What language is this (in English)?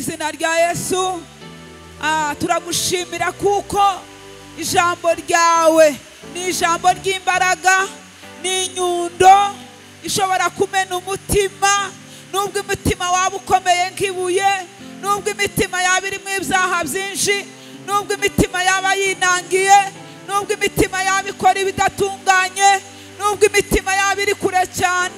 Kinyarwanda